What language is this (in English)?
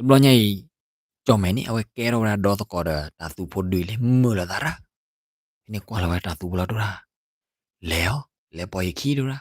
S'gaw Karen